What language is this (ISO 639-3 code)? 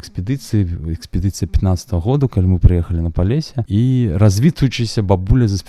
bel